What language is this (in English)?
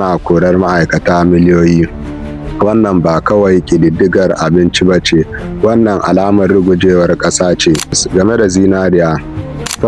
Hausa